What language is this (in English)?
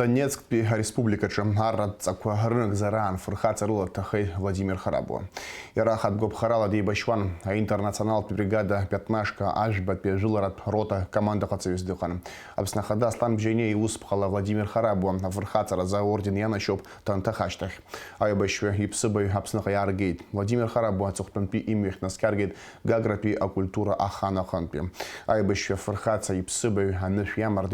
Abkhazian